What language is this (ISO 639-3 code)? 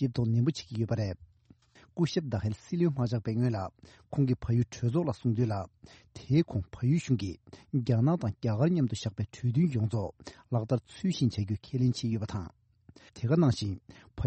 bod